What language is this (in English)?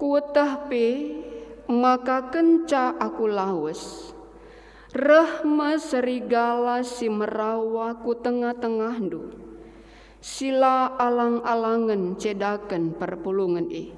Batak Karo